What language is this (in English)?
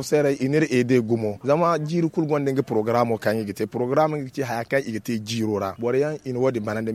Zarma